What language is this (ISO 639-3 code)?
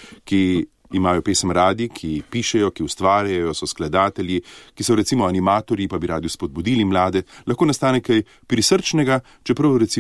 slv